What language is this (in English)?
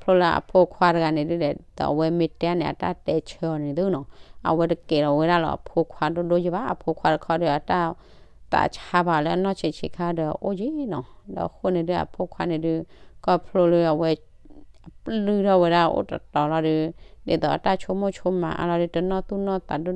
S'gaw Karen